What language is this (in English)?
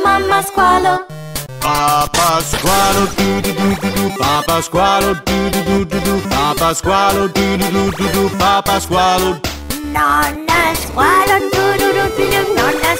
Italian